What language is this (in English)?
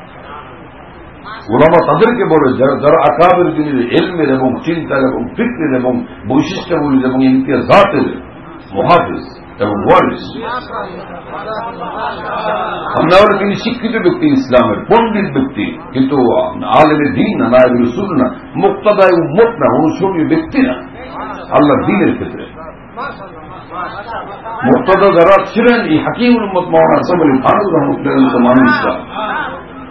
Bangla